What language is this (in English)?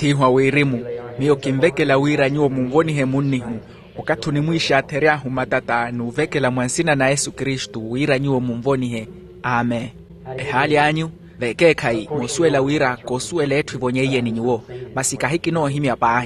Makhuwa